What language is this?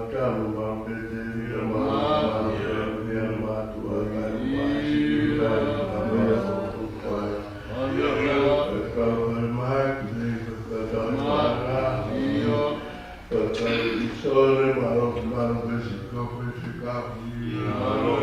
Tongan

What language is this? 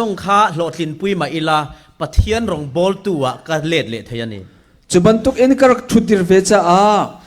Falam Chin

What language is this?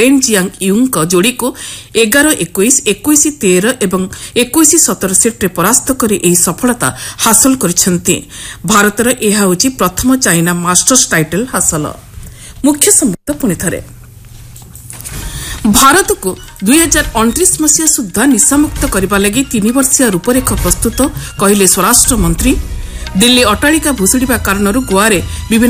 Odia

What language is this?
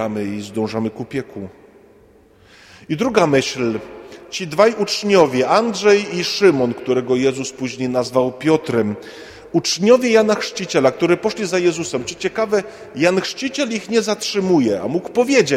Polish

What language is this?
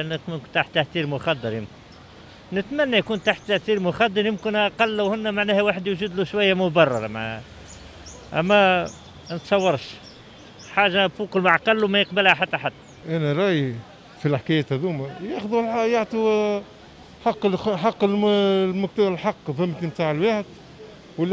Tunisian Arabic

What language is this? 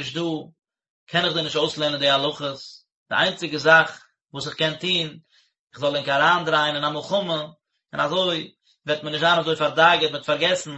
Yiddish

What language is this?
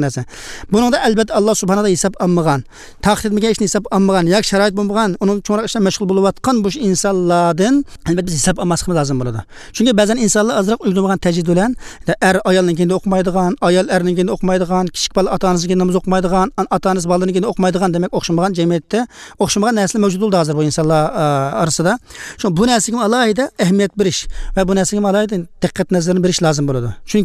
Uyghur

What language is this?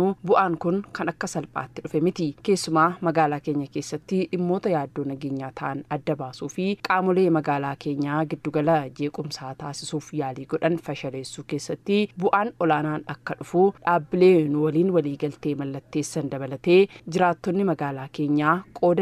Oromo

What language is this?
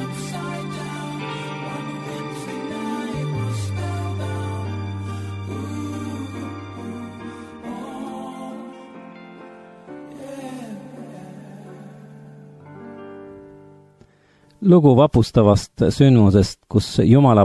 Estonian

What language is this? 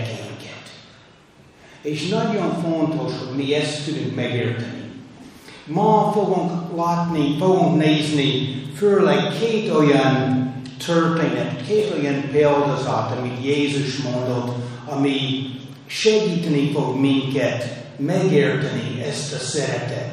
Hungarian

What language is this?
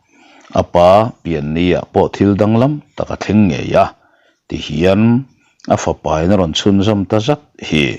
Mizo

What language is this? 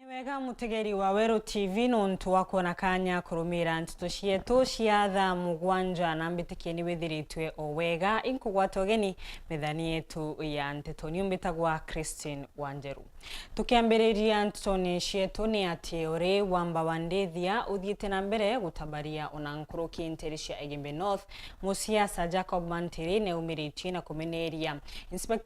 Meru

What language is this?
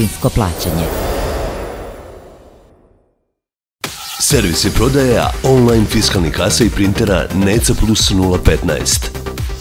Serbian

